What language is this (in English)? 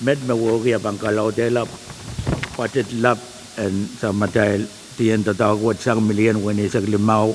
Pohnpeian